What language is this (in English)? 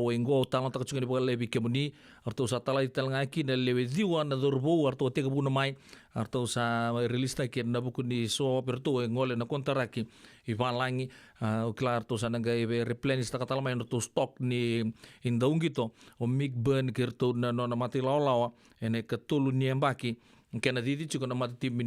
Fijian